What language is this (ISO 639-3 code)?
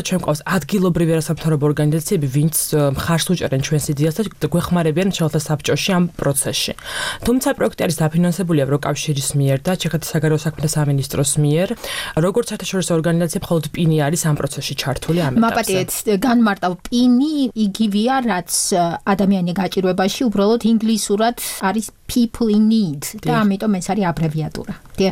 kat